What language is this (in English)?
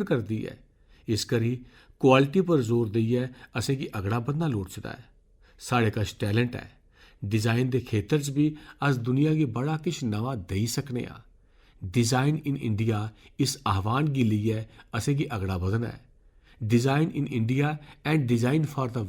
Dogri